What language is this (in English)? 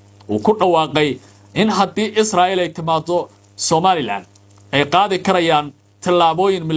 Somali